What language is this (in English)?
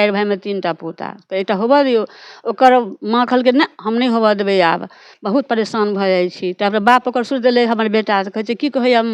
Maithili